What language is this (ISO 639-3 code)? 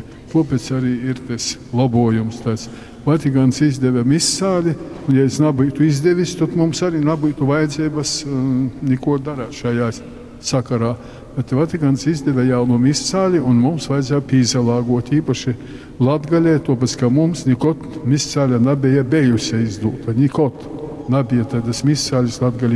ltg